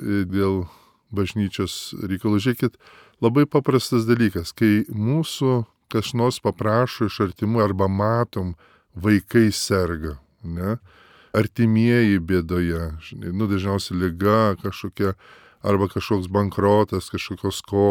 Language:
Lithuanian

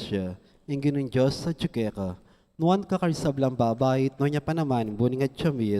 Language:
Pampanga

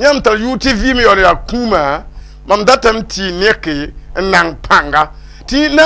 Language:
Mossi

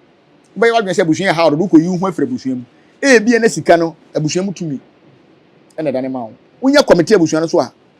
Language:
Akan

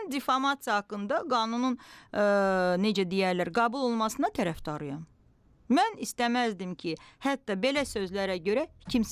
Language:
Azerbaijani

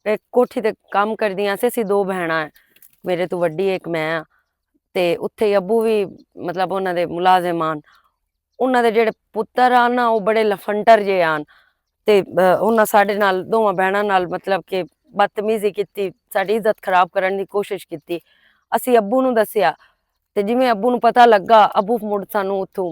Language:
Western Panjabi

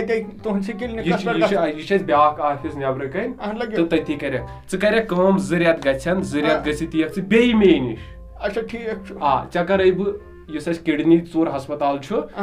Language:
Kashmiri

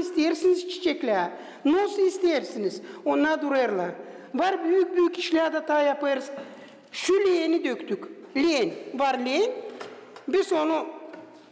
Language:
Gagauz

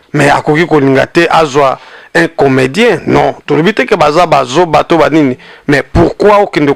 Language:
Lingala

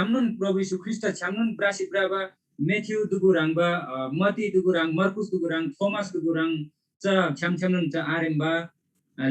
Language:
Eastern Tamang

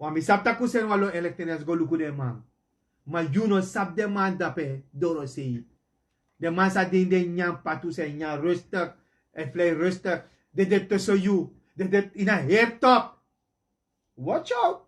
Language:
Sranan Tongo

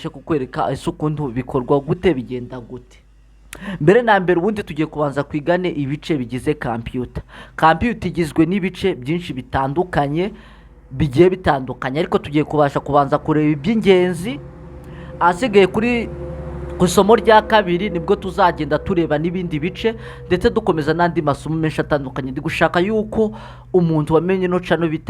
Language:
Kinyarwanda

